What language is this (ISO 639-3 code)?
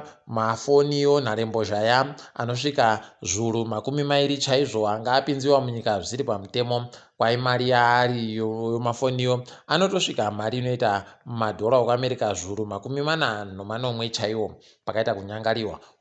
ndc